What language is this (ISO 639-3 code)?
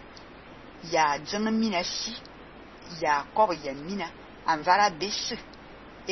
fan